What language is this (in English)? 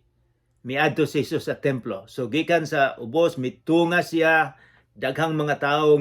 Cebuano